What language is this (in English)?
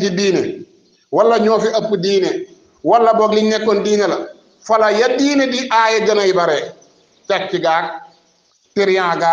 Wolof